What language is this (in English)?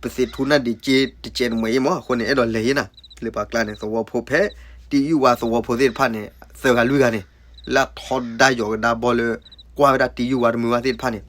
S'gaw Karen